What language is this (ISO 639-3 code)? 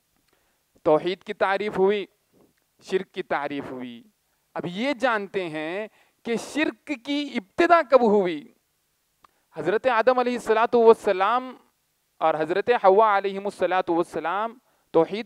urd